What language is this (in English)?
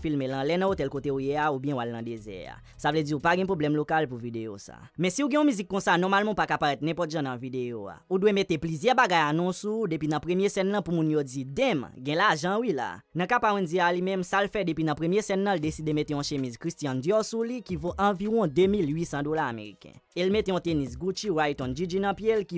Haitian Creole